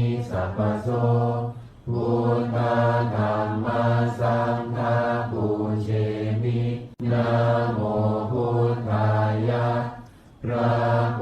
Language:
Pali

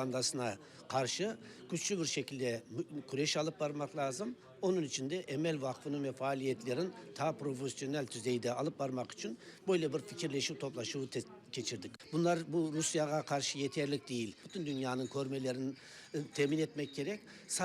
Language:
Crimean Tatar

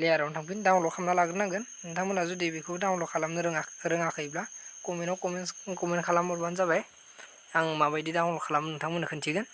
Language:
Bodo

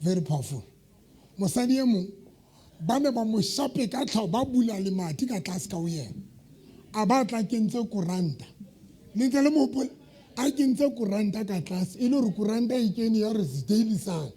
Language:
Southern Sotho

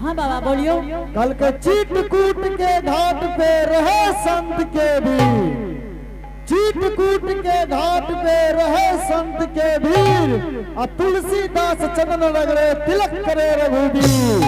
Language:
Angika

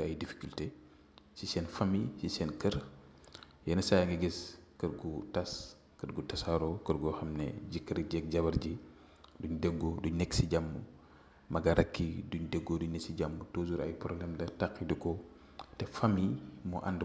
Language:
Wolof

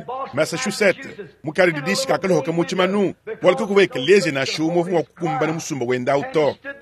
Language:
Luba-Lulua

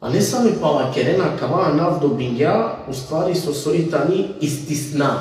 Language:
Balkan Romani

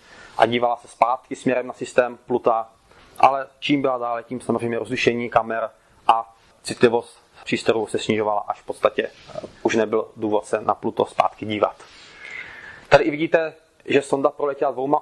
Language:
Czech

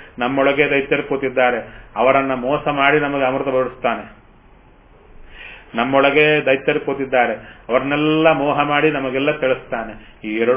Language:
Kannada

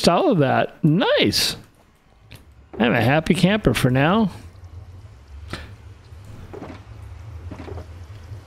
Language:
English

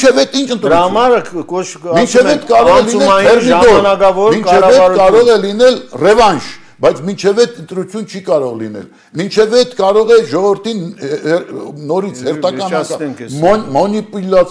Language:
Armenian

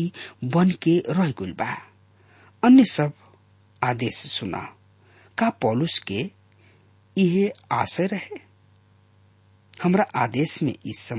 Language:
Bhojpuri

